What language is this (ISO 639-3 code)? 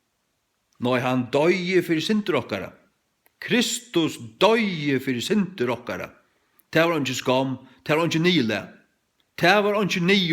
fao